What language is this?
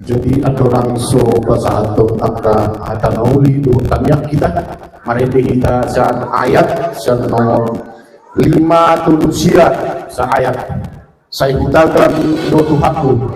Batak Toba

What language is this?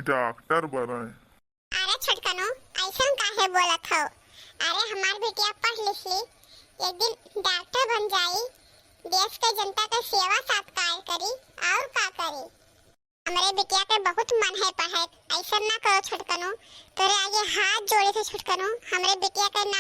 Awadhi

